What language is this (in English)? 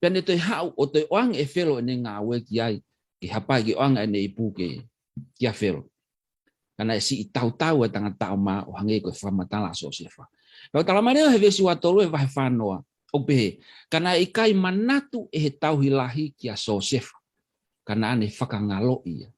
Tongan